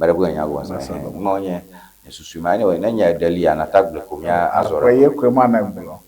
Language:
Ewe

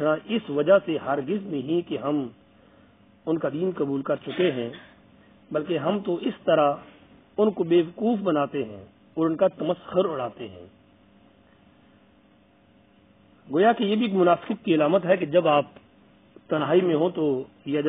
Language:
Urdu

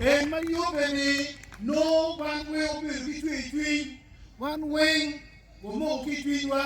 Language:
Acoli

